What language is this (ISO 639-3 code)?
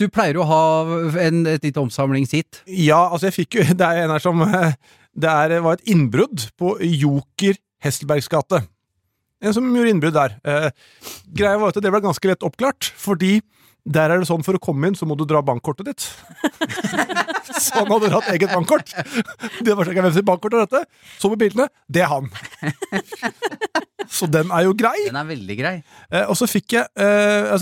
nor